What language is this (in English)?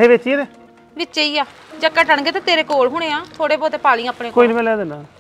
Punjabi